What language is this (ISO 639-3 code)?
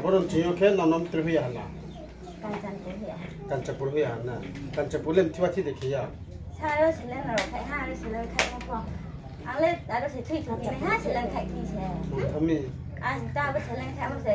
ria